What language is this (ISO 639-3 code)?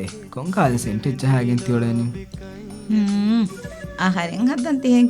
div